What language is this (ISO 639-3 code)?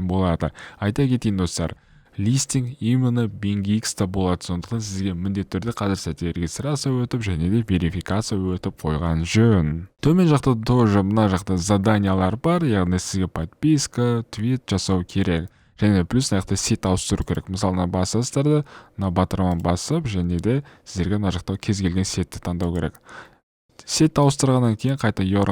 kaz